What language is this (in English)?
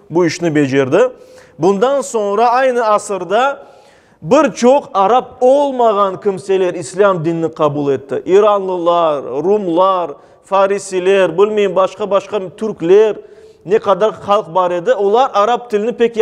Crimean Tatar